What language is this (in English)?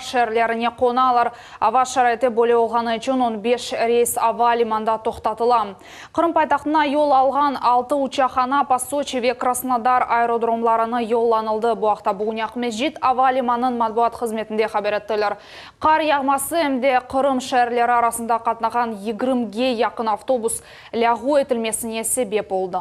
Crimean Tatar